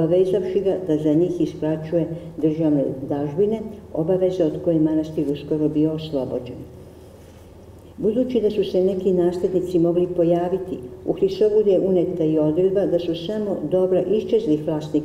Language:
Serbian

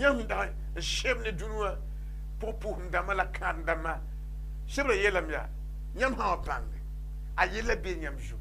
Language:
Mossi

